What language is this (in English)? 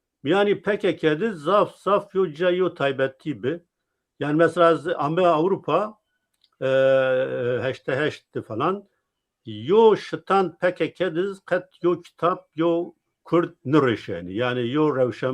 Zaza